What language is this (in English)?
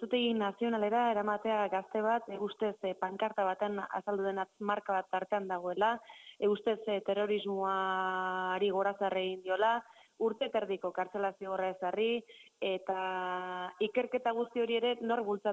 Basque